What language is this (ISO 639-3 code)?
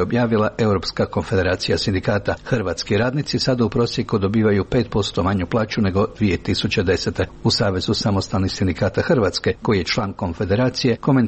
hrv